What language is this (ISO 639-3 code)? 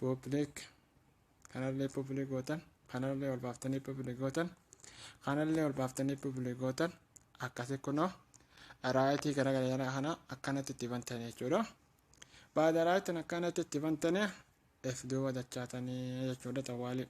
orm